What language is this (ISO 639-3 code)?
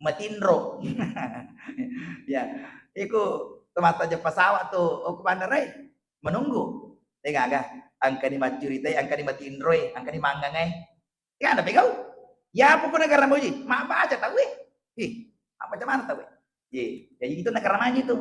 bug